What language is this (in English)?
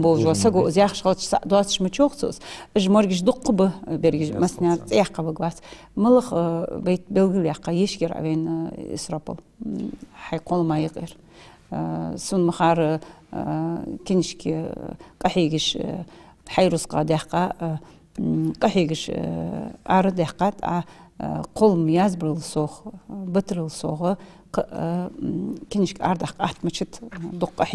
Ingush